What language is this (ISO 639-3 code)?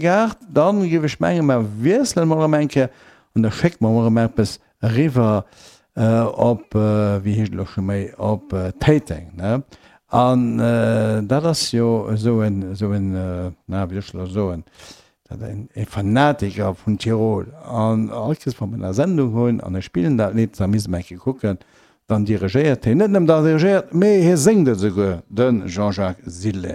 ltz